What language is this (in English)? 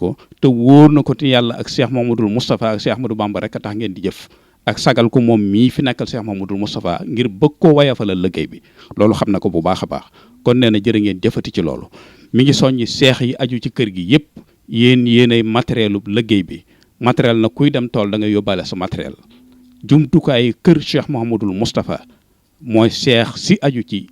Wolof